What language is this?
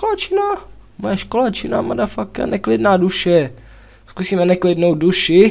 Czech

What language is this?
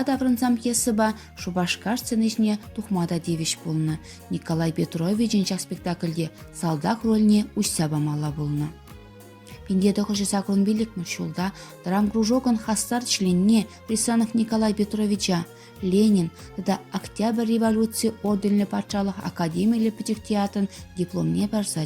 Chuvash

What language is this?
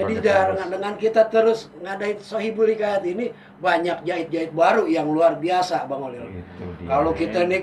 Betawi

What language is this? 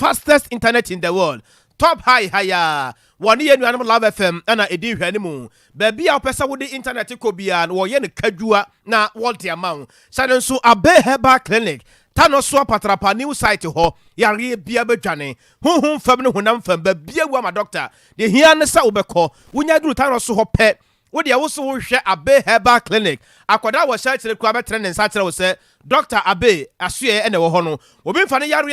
Akan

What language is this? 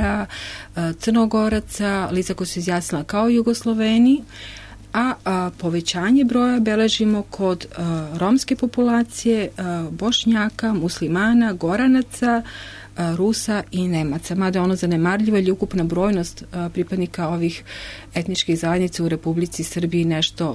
Serbian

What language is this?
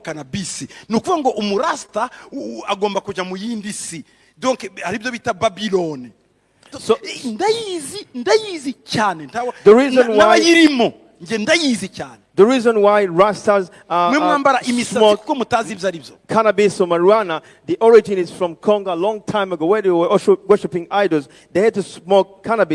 Kinyarwanda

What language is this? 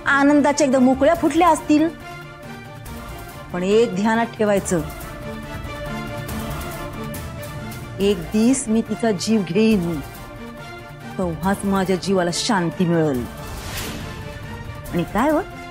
Marathi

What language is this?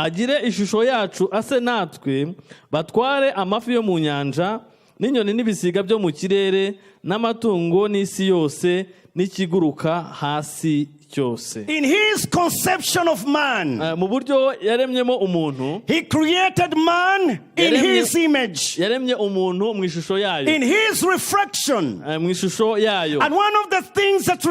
Kinyarwanda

